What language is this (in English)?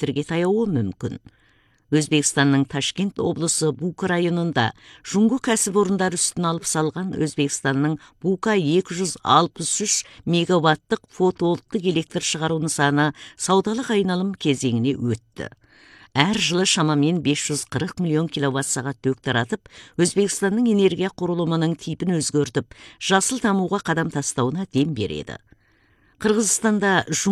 Kazakh